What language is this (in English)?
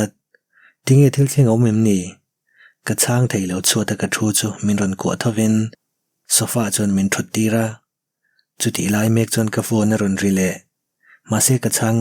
Mizo